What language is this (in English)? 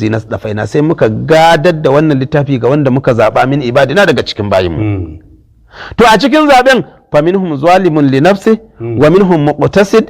Hausa